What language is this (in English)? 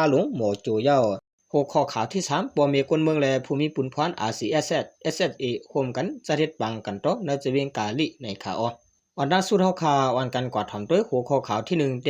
Shan